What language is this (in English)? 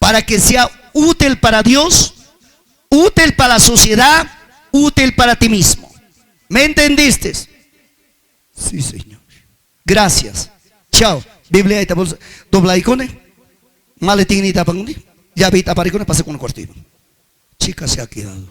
Ayacucho Quechua